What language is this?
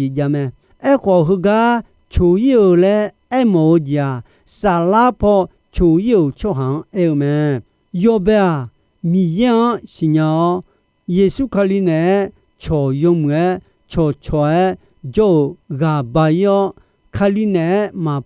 Akha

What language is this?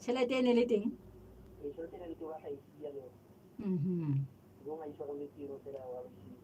Southern Sotho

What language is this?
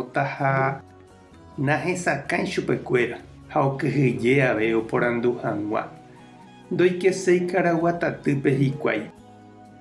Guarani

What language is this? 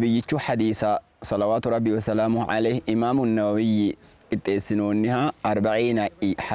Sidamo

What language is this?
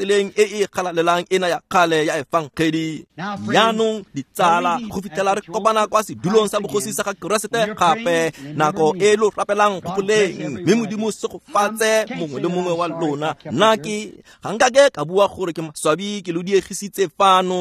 Tswana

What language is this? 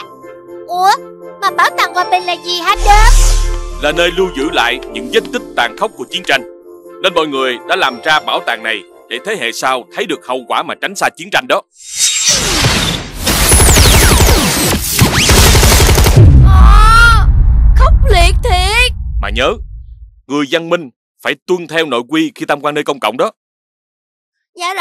Vietnamese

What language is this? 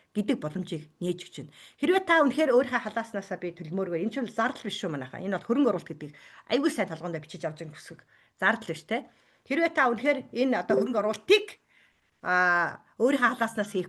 Mongolian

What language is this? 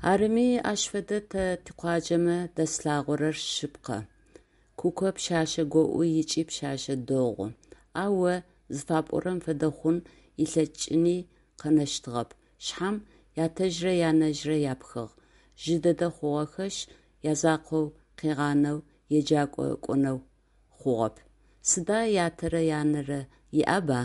Adyghe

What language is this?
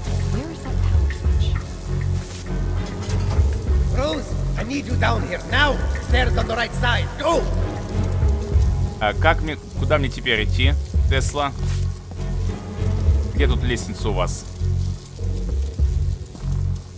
Russian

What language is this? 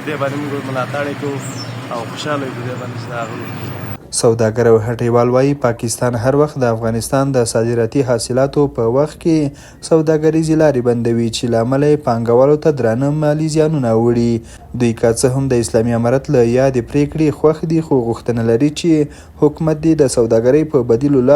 Pashto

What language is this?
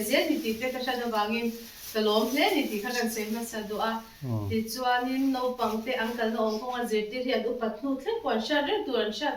Mizo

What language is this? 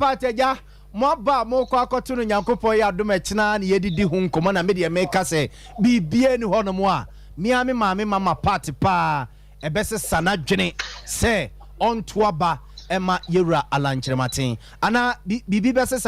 Akan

